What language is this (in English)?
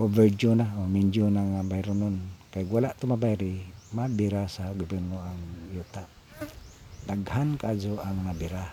Cebuano